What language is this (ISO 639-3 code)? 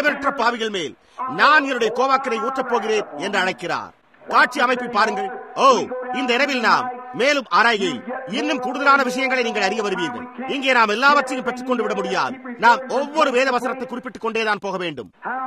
tam